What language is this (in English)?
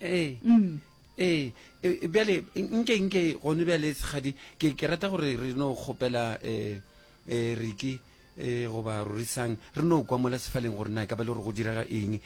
Northern Sotho